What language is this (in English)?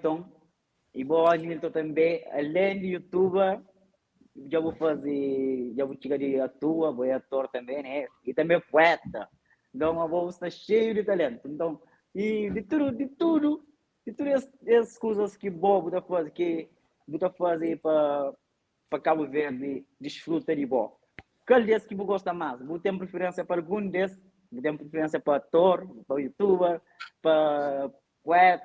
Kabuverdianu